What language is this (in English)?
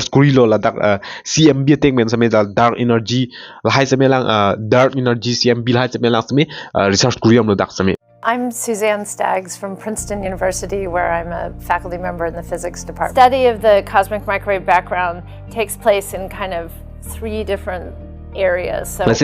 Karbi